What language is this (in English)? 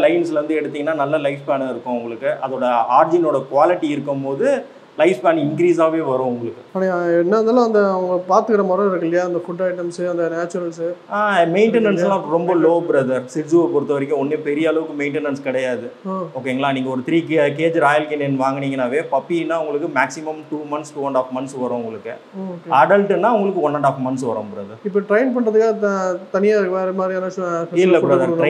Tamil